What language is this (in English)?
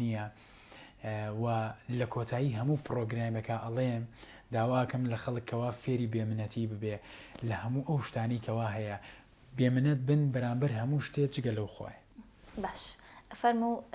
Central Kurdish